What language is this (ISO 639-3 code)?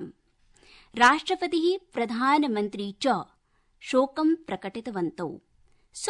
san